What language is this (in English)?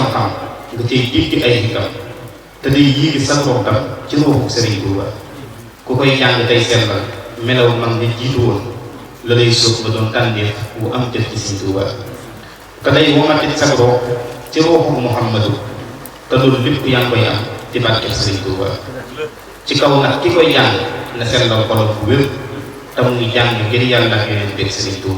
Wolof